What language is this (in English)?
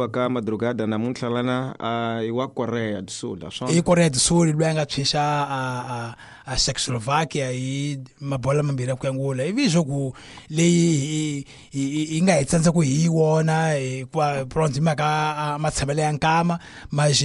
Tsonga